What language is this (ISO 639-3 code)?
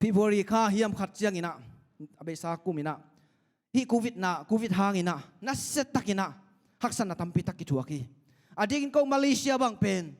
ctd